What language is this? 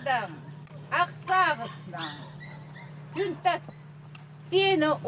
Khakas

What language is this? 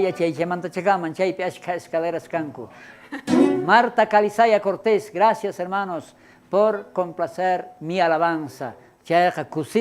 South Bolivian Quechua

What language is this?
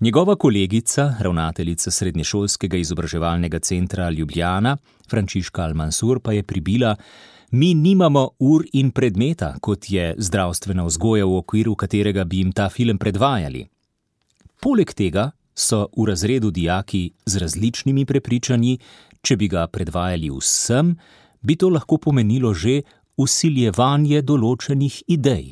Slovenian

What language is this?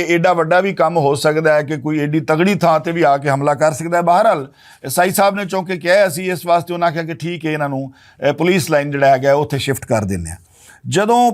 Western Panjabi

